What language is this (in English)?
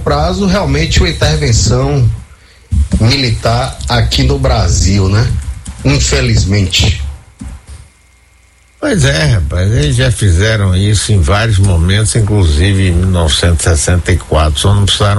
Portuguese